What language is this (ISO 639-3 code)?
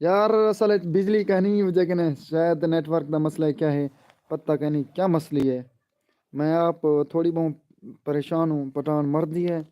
skr